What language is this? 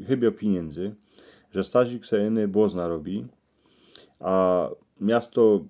Silesian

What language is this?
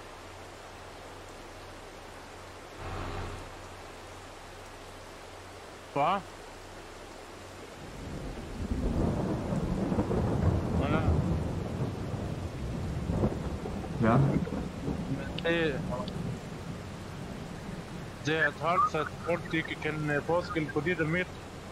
Danish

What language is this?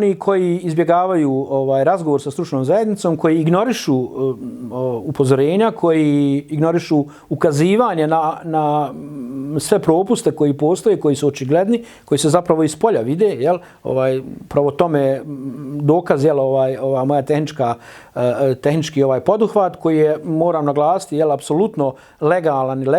Bosnian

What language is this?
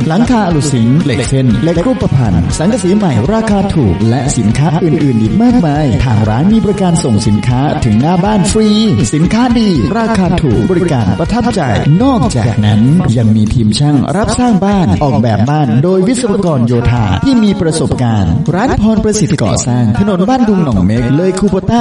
Thai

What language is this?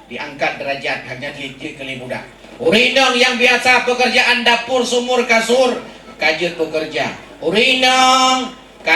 Achinese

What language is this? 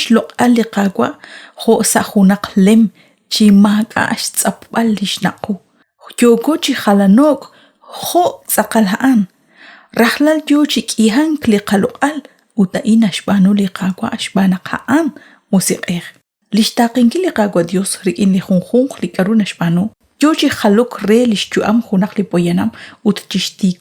Kekchí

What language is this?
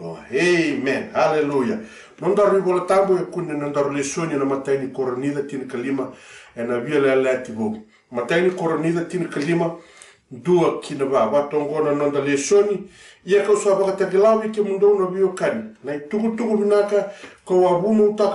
Fijian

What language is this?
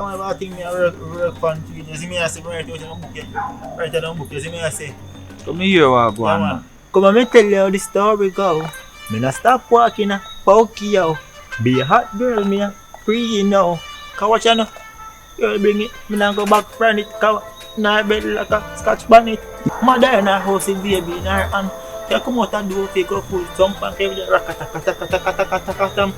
Jamaican Creole English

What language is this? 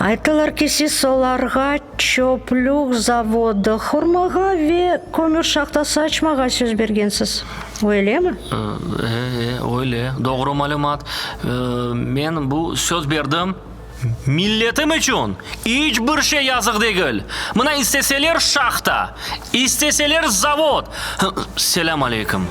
Crimean Tatar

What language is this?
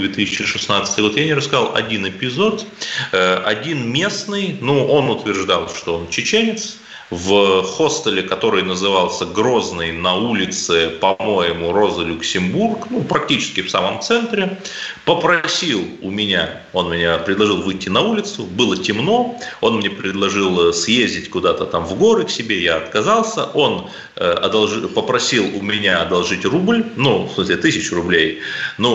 Russian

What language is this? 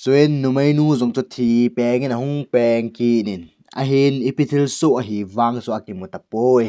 Thado Chin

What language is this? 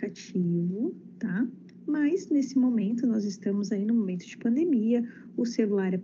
Portuguese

